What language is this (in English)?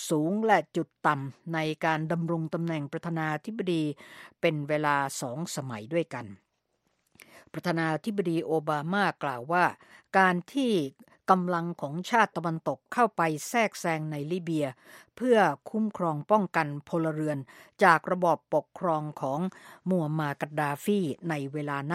Thai